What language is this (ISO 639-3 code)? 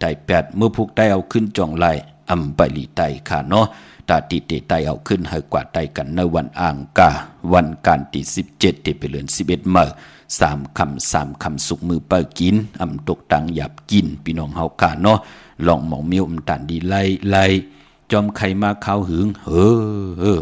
shn